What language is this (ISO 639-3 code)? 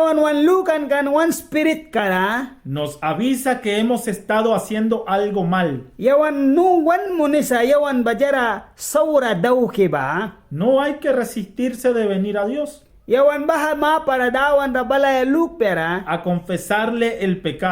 miq